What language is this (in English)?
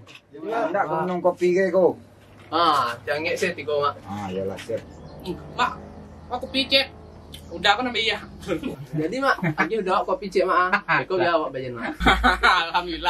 Minangkabau